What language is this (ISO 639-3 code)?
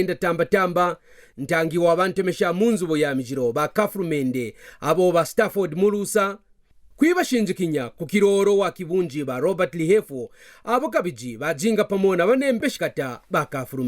kqn